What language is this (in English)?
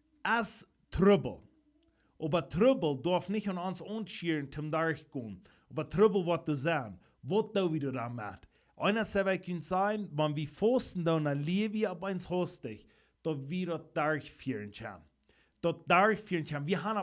Plautdietsch